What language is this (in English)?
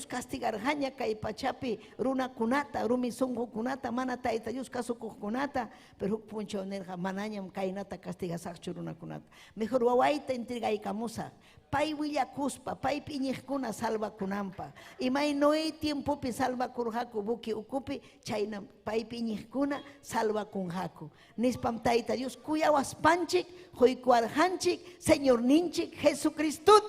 Ayacucho Quechua